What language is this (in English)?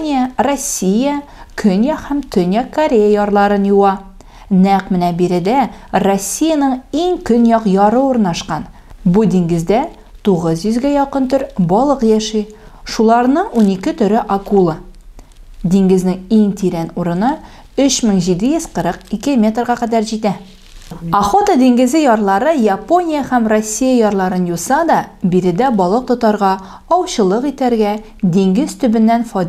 Tatar